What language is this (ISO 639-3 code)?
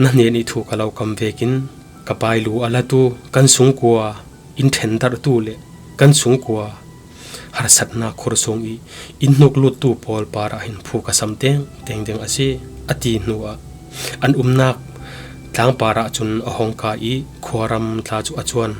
cfm